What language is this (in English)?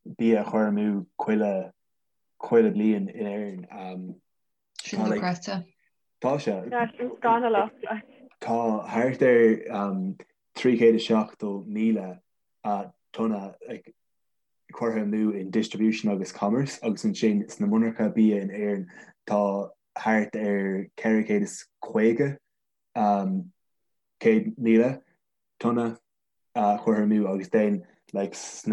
Irish